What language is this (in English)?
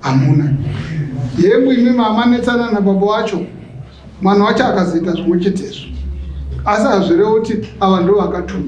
Shona